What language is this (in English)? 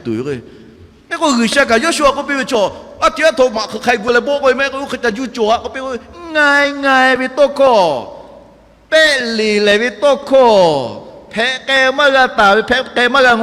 Lahu